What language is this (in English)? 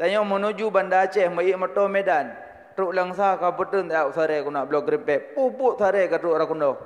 Achinese